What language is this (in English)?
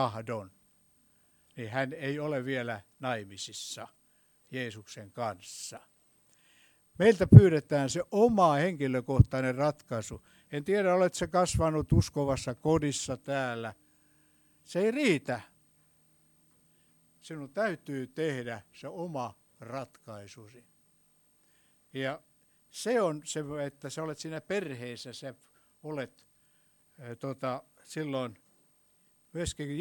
Finnish